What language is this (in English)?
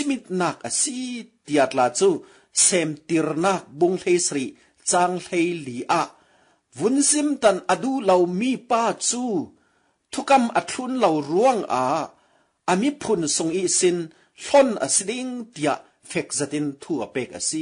Falam Chin